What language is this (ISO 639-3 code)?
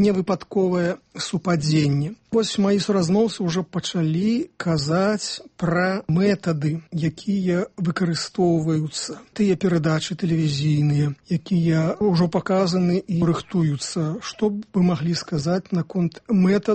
bel